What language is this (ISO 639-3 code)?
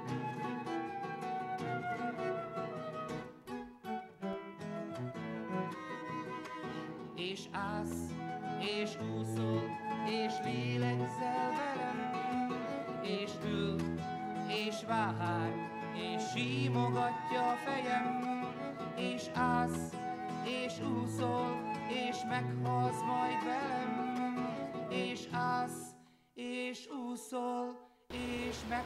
hun